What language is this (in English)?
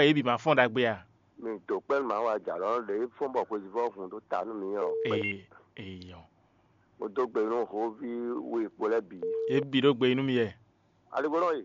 Fon